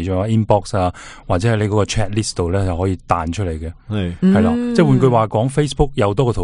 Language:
Cantonese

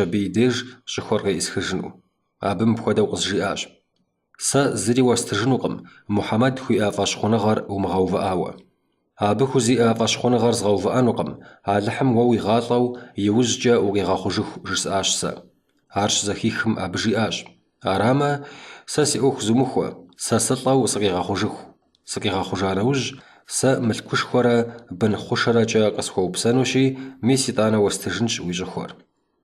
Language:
Kabardian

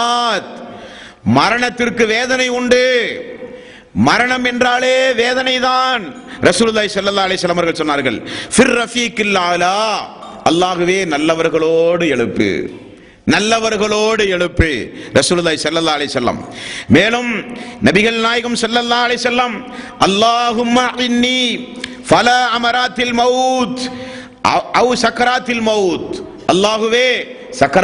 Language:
Tamil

